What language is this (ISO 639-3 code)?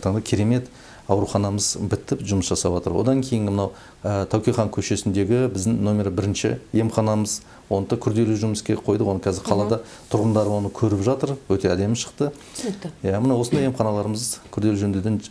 kaz